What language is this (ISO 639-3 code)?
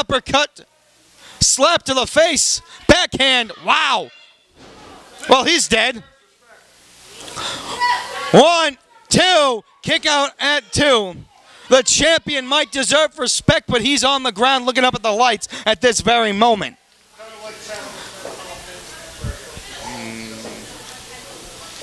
eng